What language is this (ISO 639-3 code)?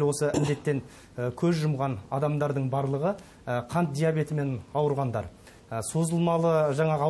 kaz